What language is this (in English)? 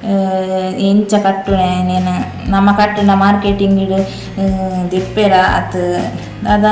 Tulu